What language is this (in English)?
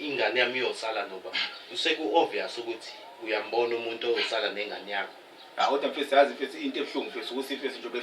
Zulu